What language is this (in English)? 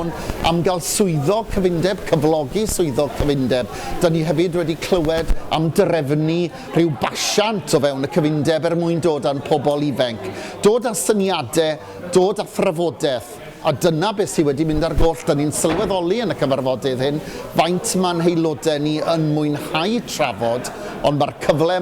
Welsh